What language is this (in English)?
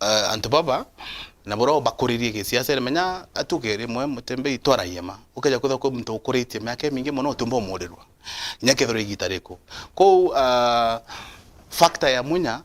Meru